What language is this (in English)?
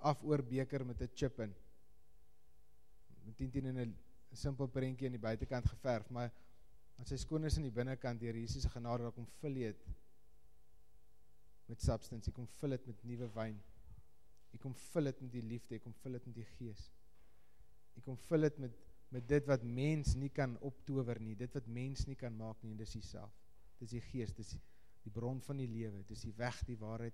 Afrikaans